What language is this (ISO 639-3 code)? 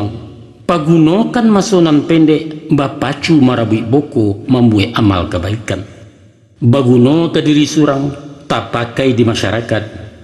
min